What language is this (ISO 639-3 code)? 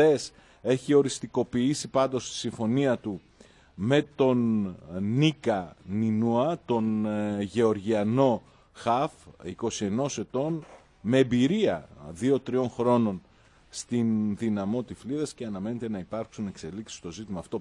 ell